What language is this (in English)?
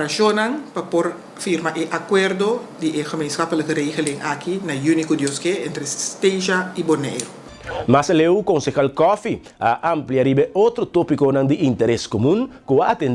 Papiamento